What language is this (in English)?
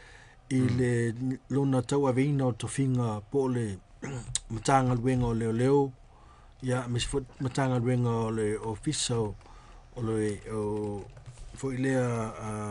Samoan